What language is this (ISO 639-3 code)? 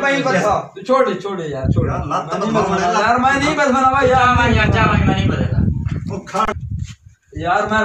skr